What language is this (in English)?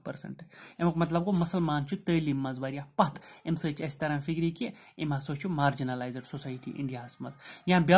Kashmiri